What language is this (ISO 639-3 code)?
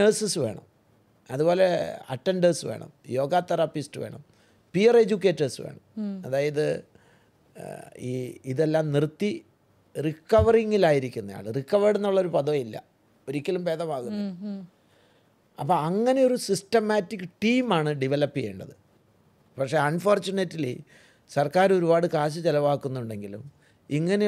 mal